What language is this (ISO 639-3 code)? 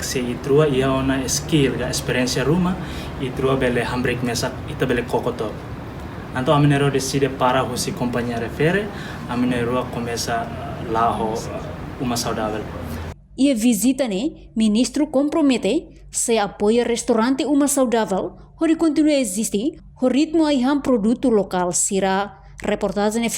tet